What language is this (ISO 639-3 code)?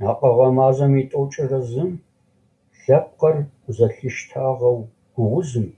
ady